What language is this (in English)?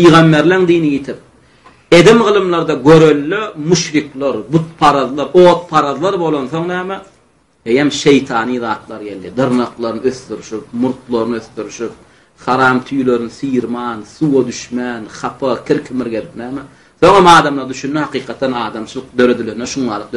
Turkmen